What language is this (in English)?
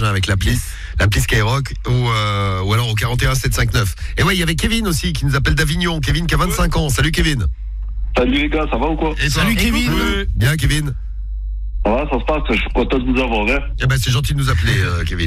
French